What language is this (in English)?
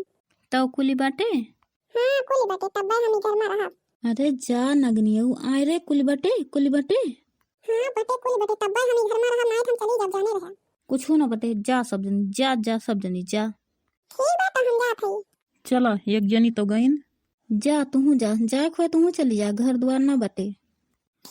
Awadhi